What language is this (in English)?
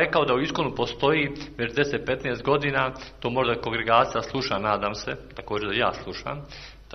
Serbian